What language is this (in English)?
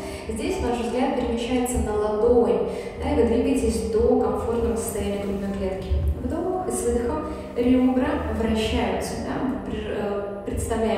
Russian